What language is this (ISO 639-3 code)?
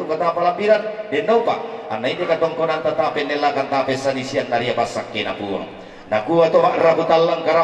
sda